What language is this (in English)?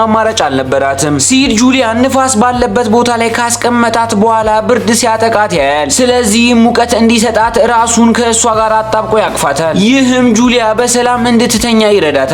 Amharic